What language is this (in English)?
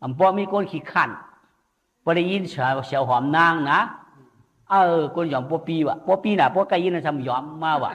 Shan